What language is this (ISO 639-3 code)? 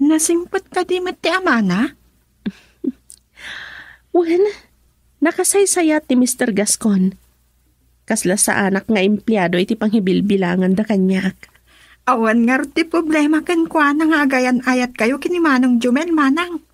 ilo